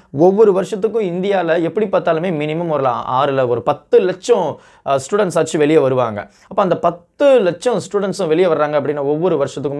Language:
Tamil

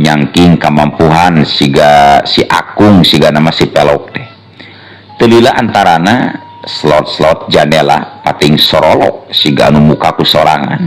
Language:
Sundanese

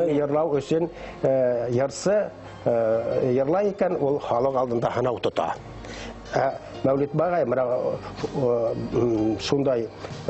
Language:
Bashkir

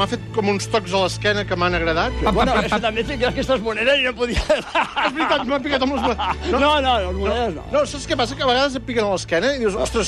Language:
Catalan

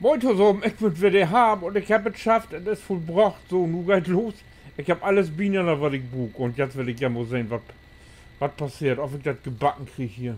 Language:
Low German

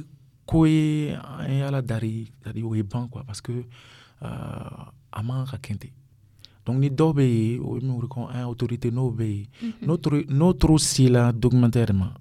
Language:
Dyula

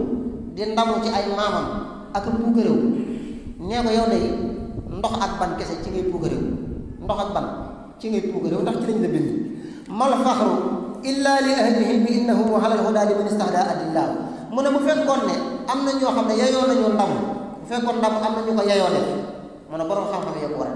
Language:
Wolof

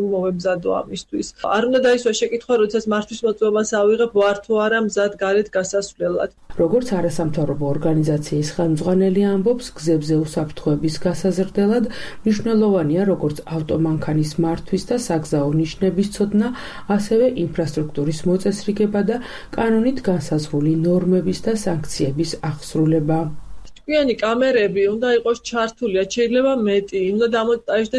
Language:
Georgian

